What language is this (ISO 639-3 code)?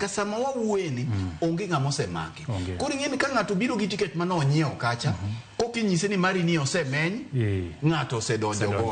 luo